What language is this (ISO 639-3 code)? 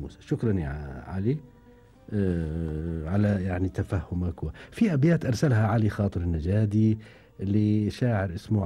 afb